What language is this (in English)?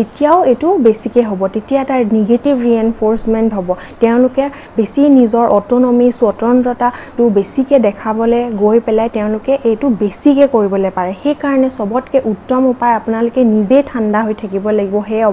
Assamese